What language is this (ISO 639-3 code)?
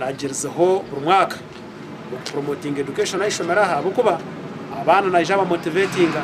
nyn